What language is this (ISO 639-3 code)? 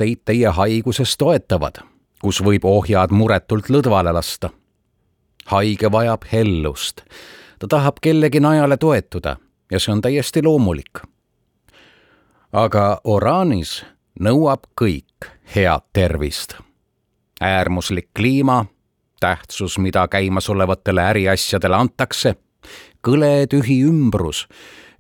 est